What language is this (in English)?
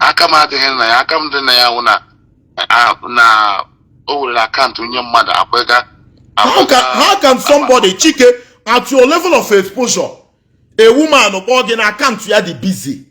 Igbo